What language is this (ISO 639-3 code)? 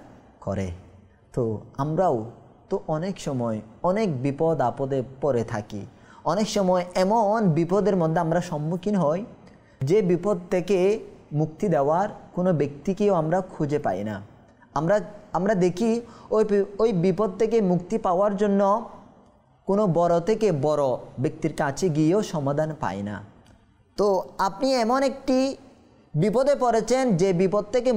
ben